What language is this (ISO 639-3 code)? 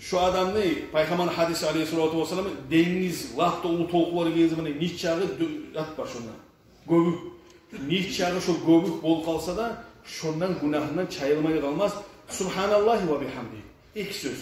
kum